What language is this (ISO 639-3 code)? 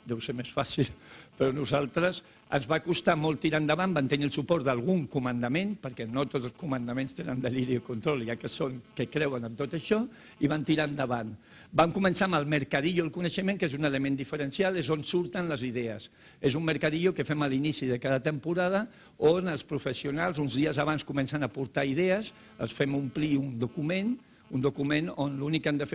cat